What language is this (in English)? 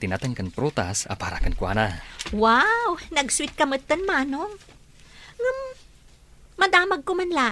Iloko